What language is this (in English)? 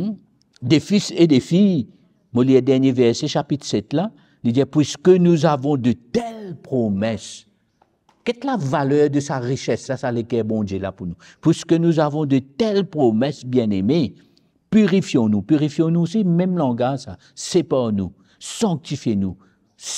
Morisyen